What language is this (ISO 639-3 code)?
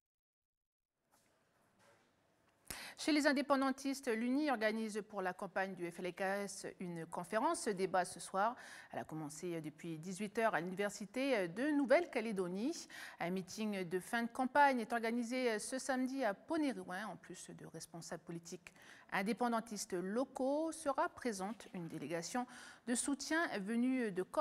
fra